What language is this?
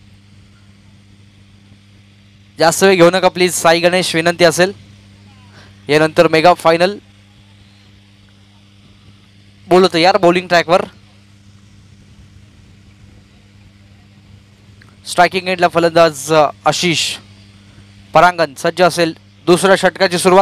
Marathi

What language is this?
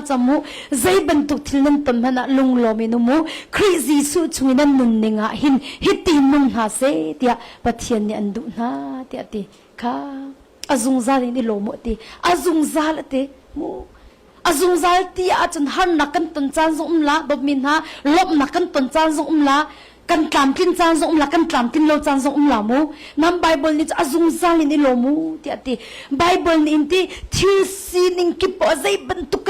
Hakha Chin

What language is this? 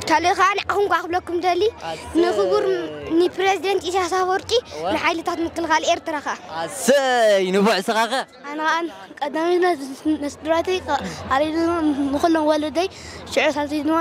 Tigrinya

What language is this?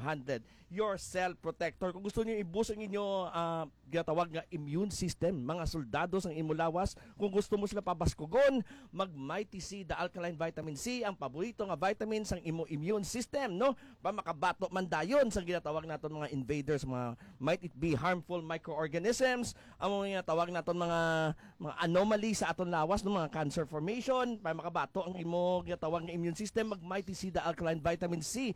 Hiligaynon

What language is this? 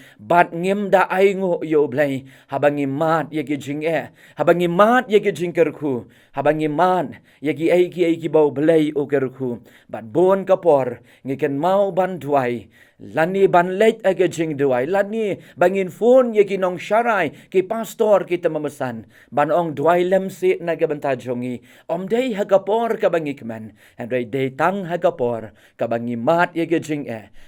Khasi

